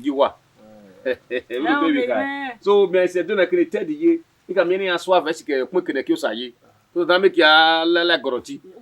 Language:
Bini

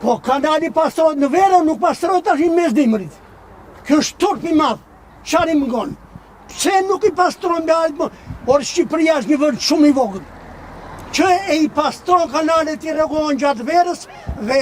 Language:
Albanian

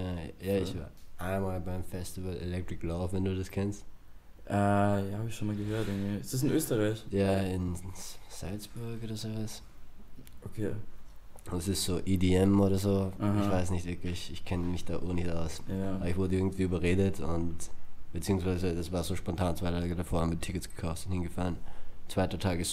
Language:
German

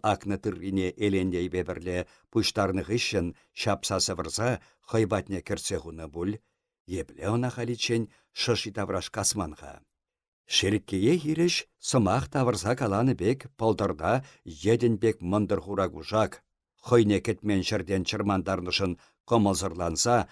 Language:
Chuvash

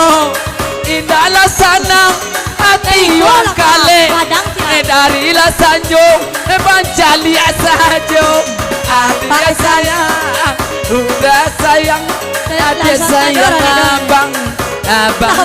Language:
Minangkabau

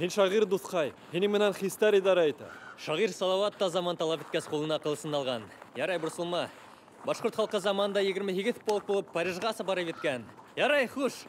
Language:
Bashkir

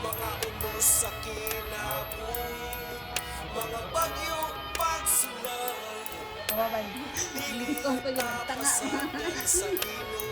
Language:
Cebuano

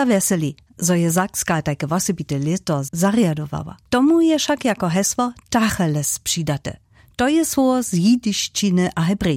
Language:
Upper Sorbian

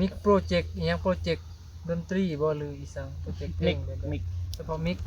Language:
Northeastern Thai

